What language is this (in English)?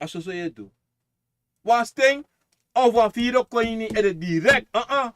Sranan Tongo